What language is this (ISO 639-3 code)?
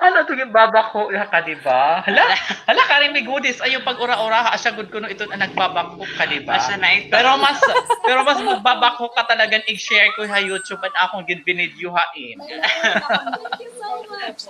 war